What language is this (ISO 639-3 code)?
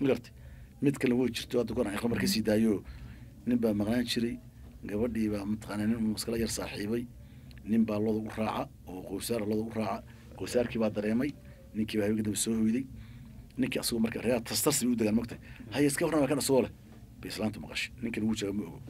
som